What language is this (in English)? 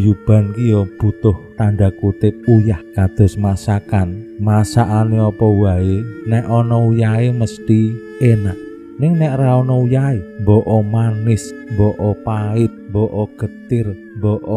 Javanese